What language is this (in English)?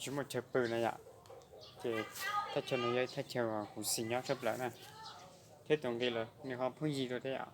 Hmong